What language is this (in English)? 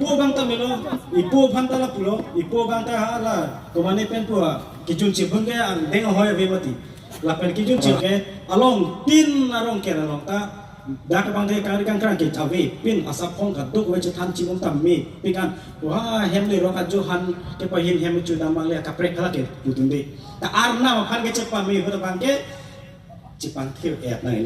Karbi